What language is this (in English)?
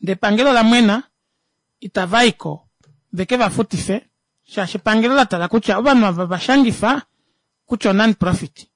Kuanyama